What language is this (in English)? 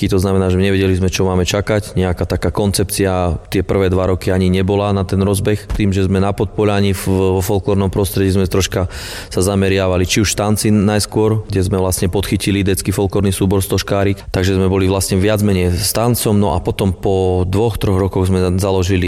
Slovak